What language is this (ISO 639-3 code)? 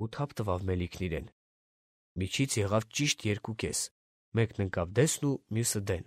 hye